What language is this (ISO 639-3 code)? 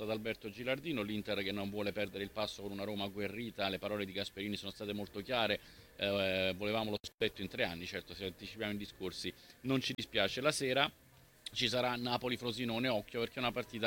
ita